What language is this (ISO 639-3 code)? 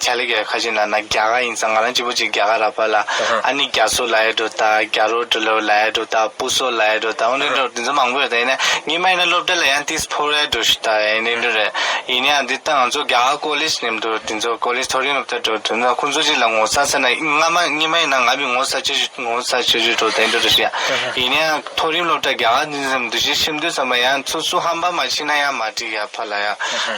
bod